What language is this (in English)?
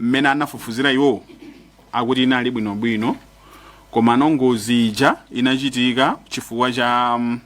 Nyanja